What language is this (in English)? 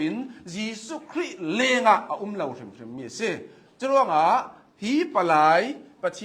Hakha Chin